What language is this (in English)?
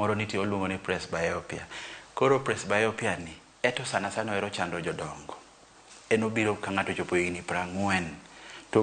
Luo (Kenya and Tanzania)